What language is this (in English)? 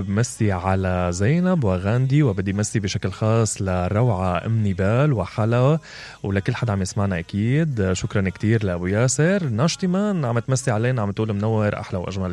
Mesopotamian Arabic